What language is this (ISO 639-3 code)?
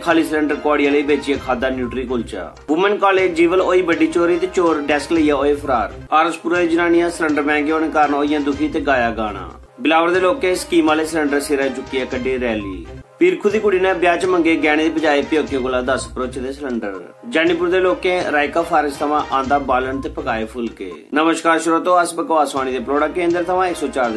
doi